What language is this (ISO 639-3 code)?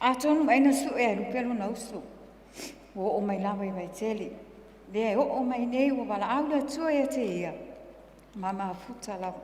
smo